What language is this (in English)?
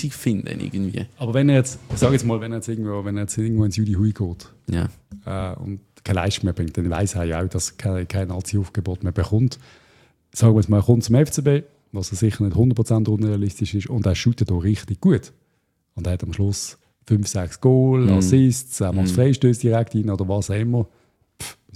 German